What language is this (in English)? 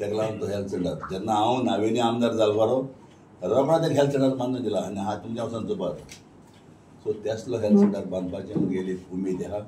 Konkani